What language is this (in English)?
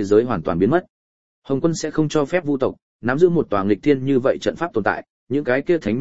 Vietnamese